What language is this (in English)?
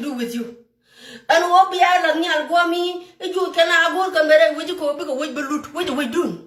Nuer